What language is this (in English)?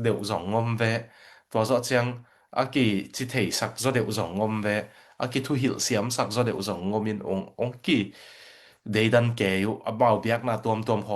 Tedim Chin